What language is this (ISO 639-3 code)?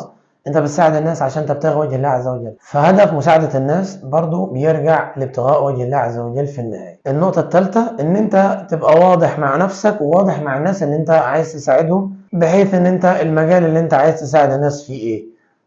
arz